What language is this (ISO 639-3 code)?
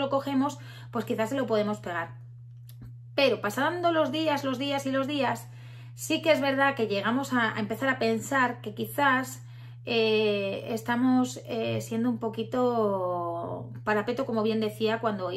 spa